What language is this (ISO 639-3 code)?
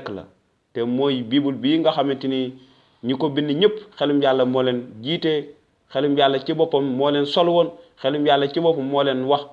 wol